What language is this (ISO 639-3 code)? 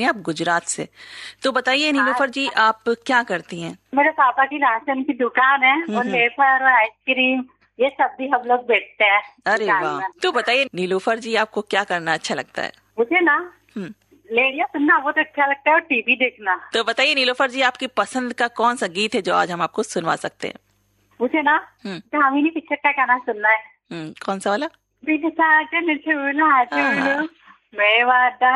hin